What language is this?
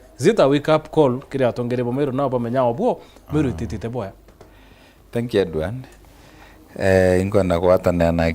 Meru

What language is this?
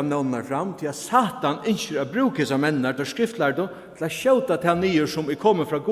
Faroese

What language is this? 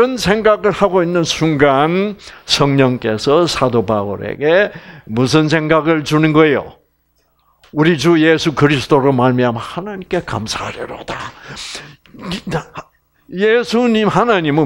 Korean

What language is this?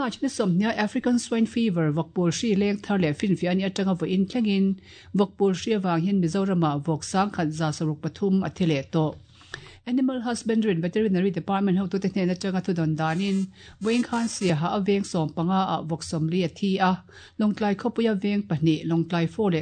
Mizo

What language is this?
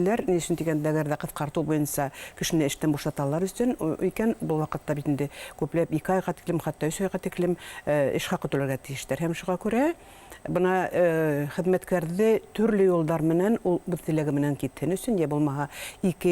Bashkir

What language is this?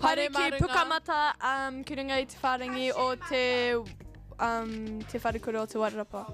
Māori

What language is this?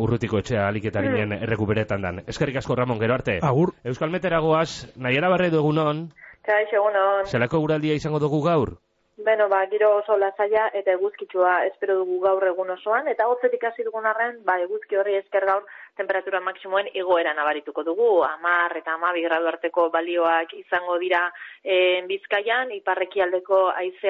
Basque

